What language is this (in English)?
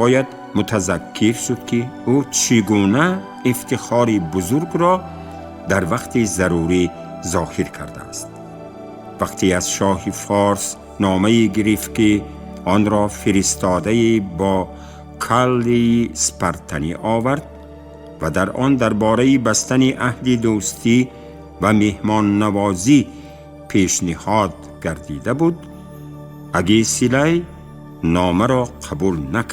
Tajik